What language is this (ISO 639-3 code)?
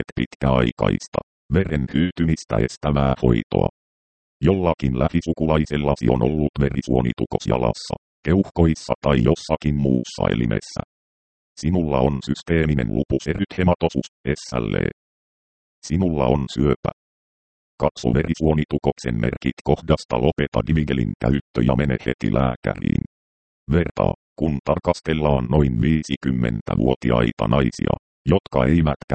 fin